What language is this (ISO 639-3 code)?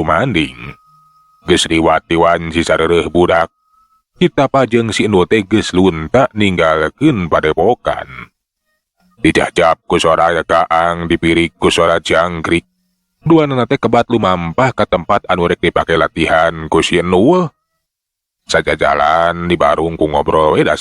sun